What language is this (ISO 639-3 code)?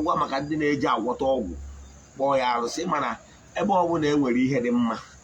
ibo